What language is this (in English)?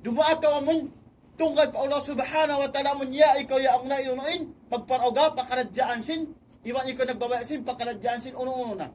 Tausug